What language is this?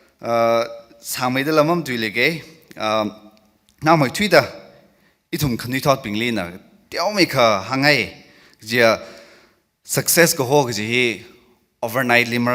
Tangkhul Naga (India)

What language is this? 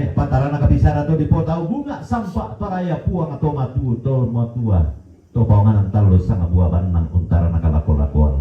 Toraja-Sa'dan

